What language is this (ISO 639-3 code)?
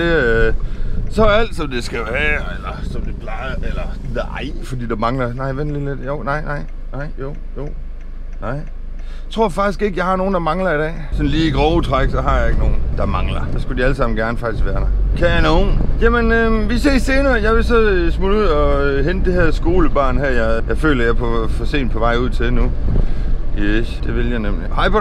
dan